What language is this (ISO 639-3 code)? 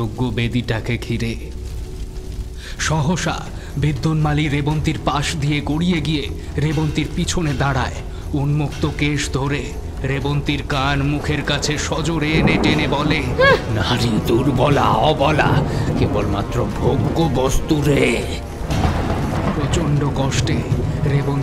ben